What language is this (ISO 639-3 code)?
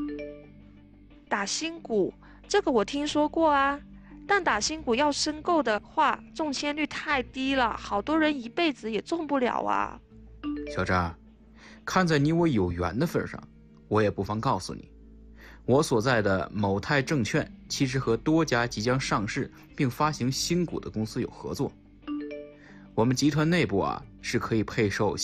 zho